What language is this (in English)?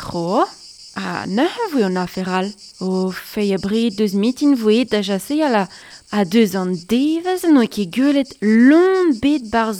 Breton